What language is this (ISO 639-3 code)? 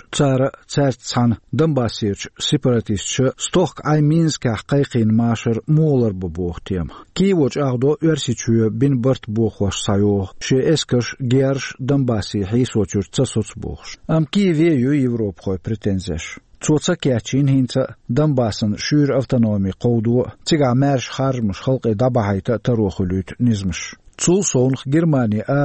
che